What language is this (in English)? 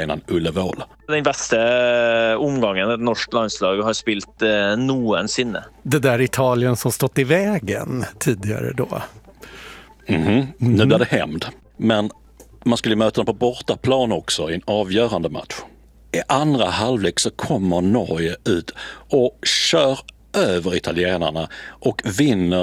Swedish